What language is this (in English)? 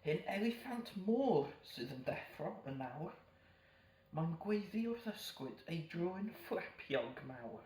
Welsh